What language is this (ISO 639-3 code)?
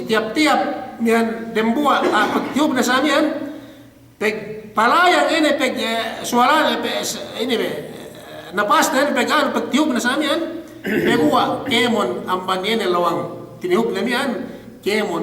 yka